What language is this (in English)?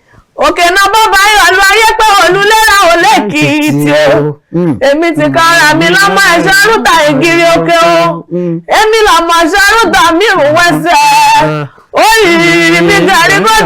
Yoruba